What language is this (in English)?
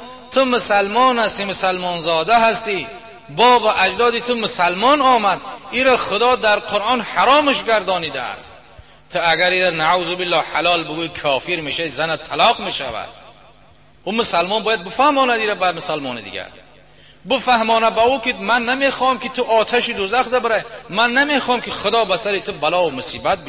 Tajik